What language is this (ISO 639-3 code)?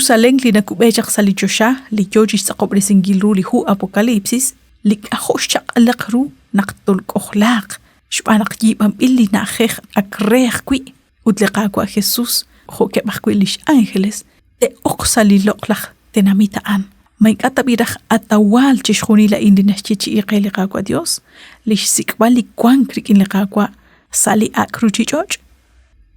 kek